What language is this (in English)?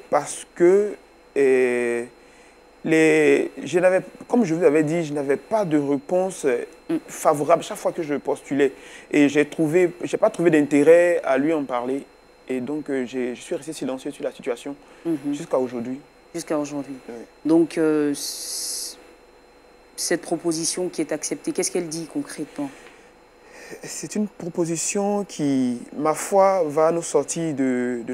French